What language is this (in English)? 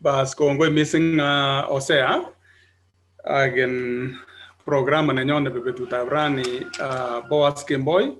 Kalenjin